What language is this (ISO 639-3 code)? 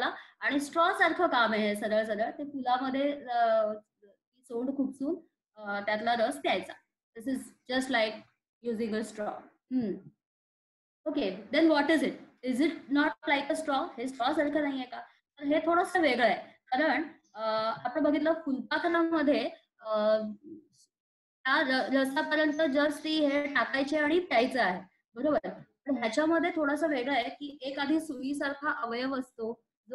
mar